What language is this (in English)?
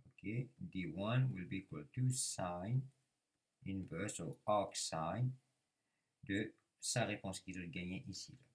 Morisyen